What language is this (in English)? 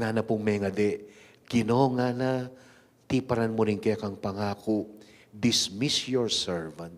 Pampanga